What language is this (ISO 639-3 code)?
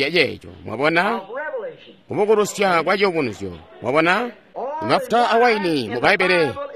toi